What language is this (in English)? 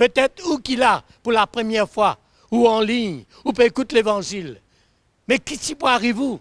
Morisyen